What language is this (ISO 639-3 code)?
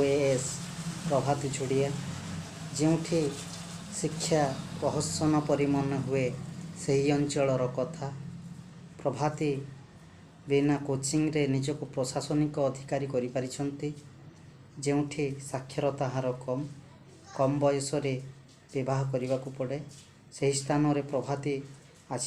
ori